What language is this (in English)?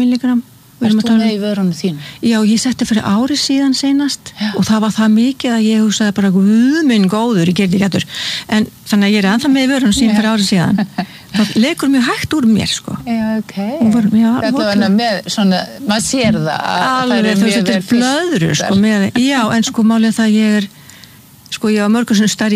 Icelandic